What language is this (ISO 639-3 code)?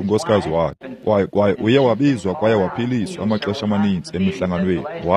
xho